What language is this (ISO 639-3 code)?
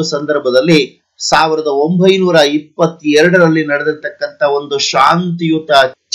kan